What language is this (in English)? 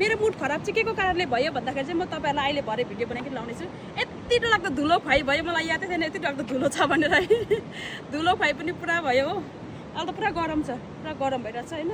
Nepali